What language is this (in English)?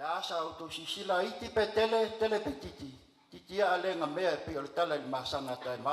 Samoan